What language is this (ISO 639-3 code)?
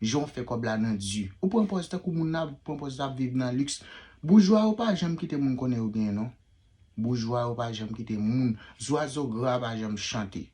hat